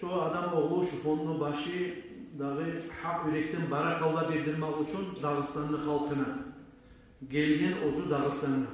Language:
Kumyk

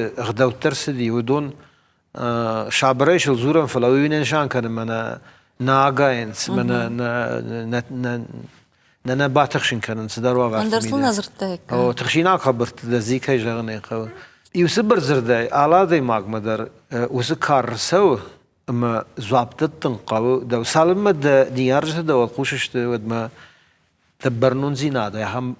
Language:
Ossetic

